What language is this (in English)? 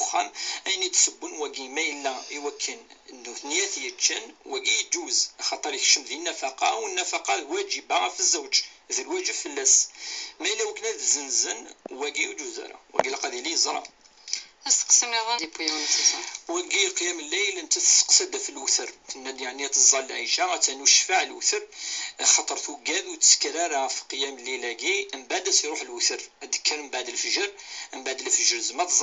Kabyle